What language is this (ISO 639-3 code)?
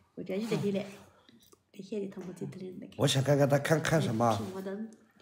zho